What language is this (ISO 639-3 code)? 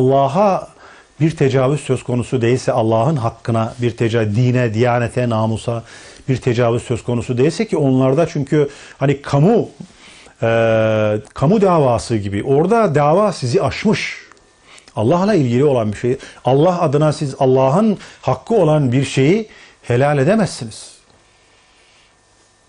tur